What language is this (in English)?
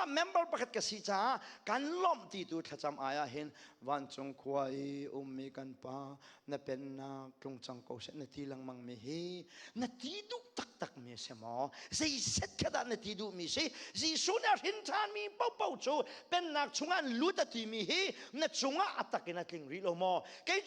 Hakha Chin